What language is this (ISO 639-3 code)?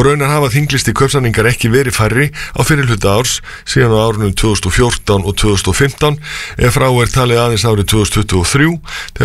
isl